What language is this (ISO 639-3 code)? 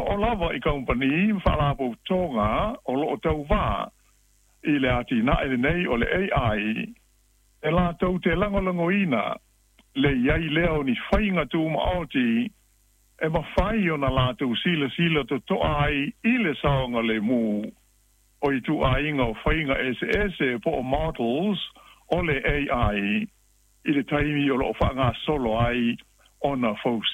smo